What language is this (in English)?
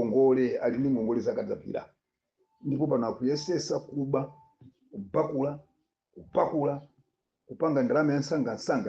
Nyanja